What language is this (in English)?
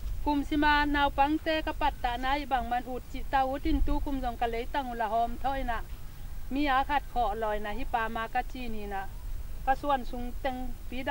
Tedim Chin